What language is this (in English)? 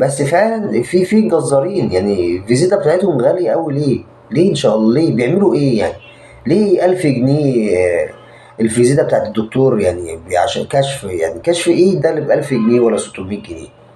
Egyptian Arabic